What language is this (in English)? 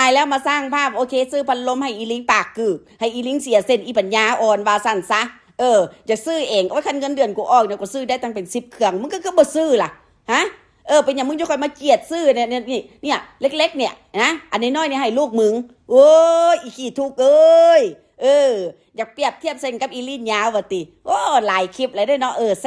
Northeastern Thai